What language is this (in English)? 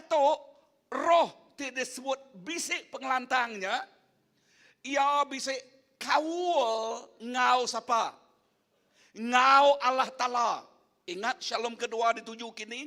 Iban